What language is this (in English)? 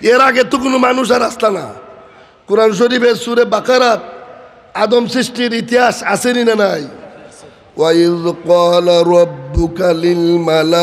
Sylheti